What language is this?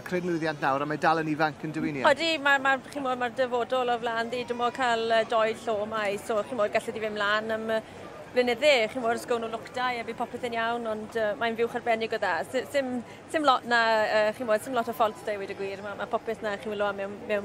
Welsh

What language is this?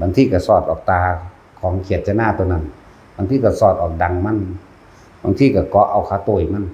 Northeastern Thai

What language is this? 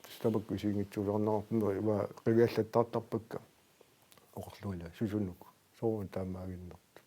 Kalaallisut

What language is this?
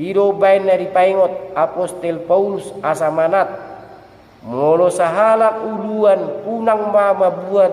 Batak Toba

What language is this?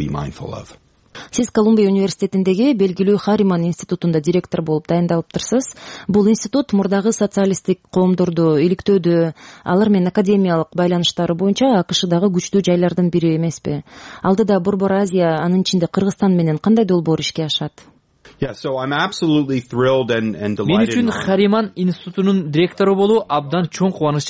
Kyrgyz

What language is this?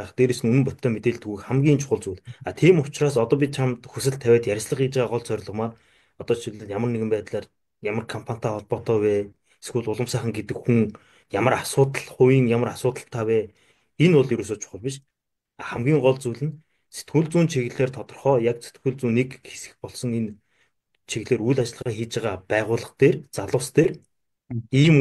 Mongolian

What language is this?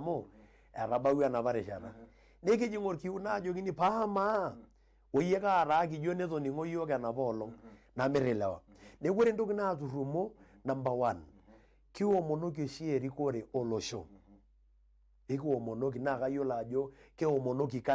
Masai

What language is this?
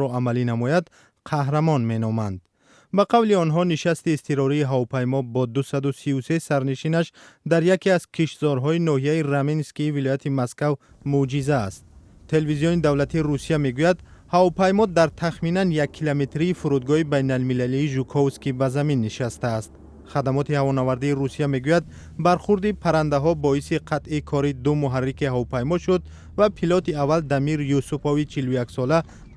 Tajik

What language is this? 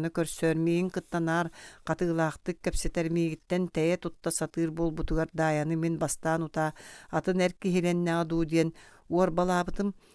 Yakut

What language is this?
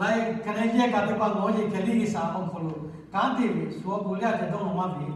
Lahu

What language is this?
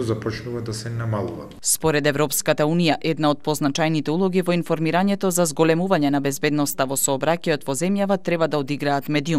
Macedonian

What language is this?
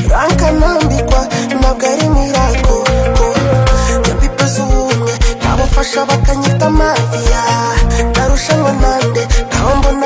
Kinyarwanda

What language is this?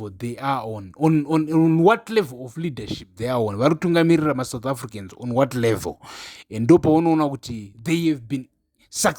Shona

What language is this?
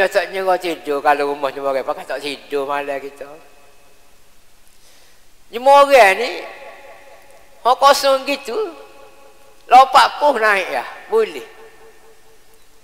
Malay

